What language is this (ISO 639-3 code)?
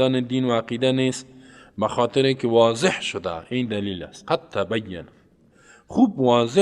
fas